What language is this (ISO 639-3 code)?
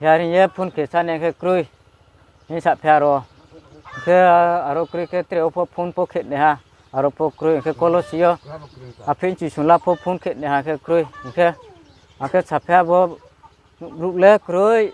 ria